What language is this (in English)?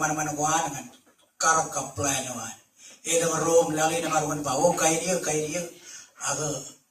Marshallese